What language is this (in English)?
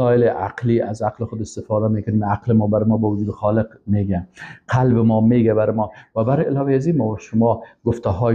Persian